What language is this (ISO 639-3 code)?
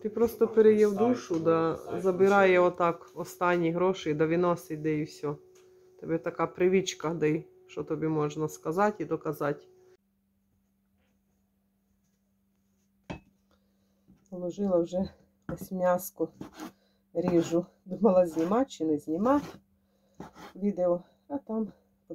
ukr